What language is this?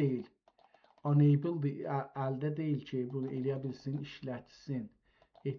South Azerbaijani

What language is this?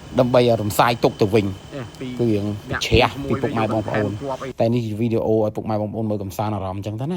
Khmer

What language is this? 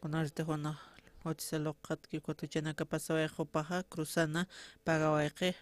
Aymara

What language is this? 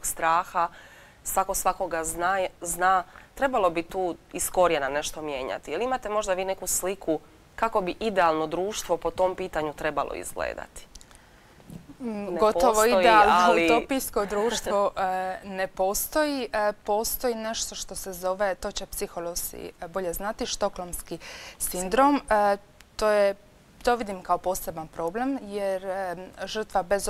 Croatian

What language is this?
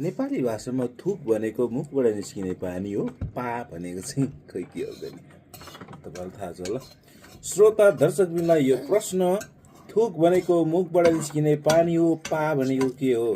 Nepali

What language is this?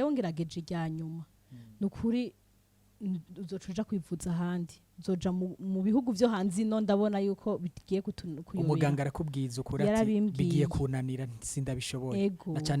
Rundi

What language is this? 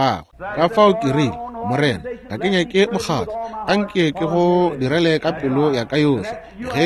Northern Sotho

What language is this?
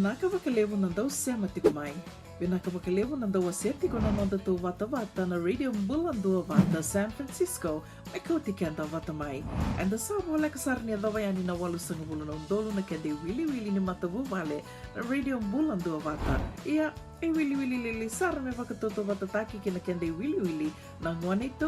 Fijian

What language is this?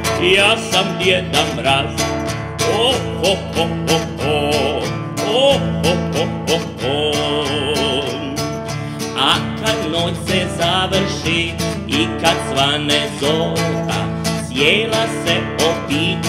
Croatian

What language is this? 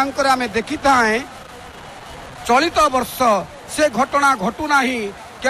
Odia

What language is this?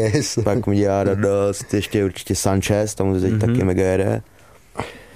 Czech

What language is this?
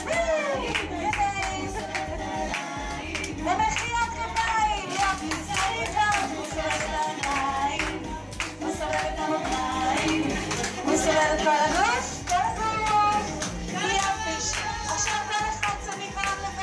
Hebrew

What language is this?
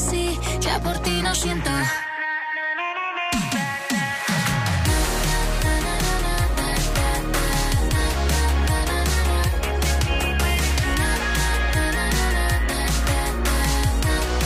Spanish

